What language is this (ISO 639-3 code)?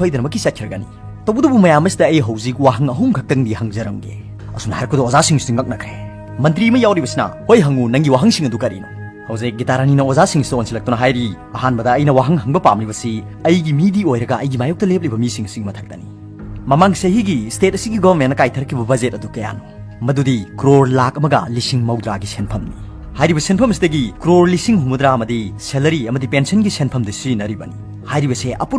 mni